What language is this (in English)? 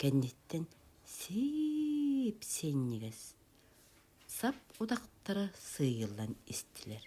Yakut